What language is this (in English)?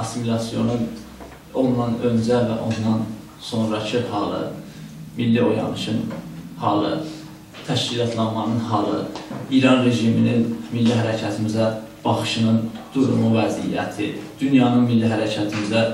South Azerbaijani